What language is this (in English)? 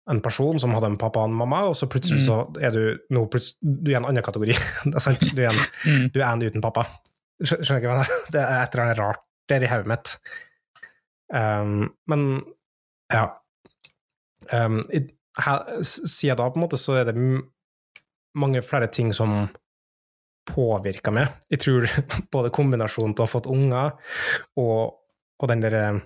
Norwegian